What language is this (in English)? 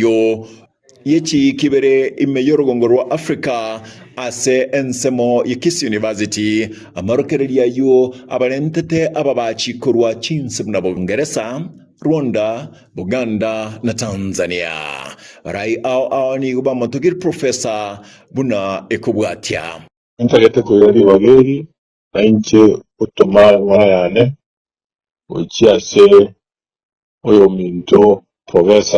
Gusii